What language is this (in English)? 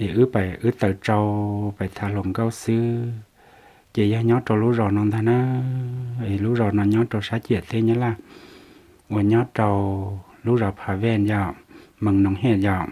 Hmong